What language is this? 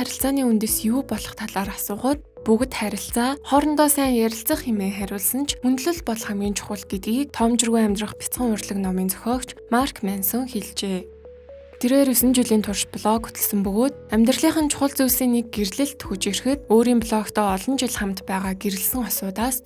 Mongolian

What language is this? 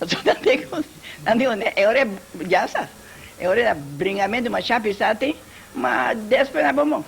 Papiamento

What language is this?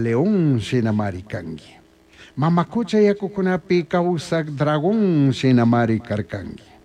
Chimborazo Highland Quichua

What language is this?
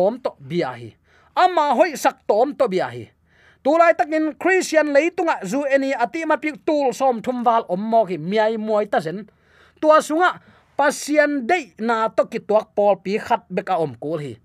Tedim Chin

